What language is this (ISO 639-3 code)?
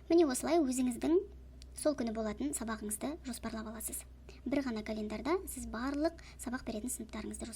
kaz